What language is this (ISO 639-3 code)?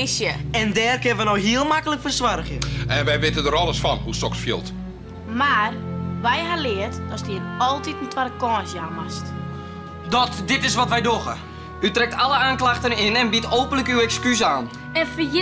fry